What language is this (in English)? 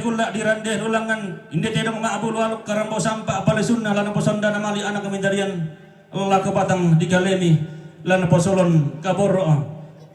Toraja-Sa'dan